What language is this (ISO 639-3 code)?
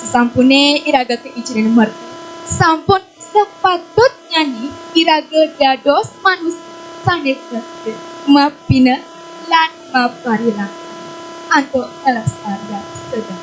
ban